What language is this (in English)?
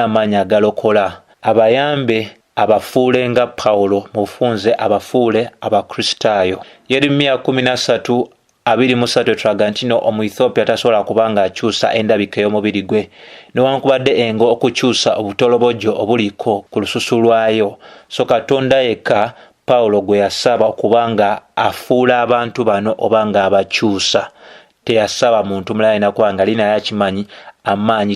Ganda